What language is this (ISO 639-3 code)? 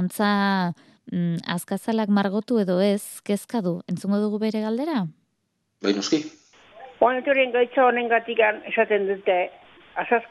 eus